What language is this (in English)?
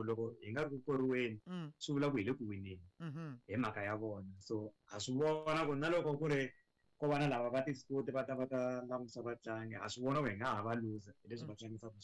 Tsonga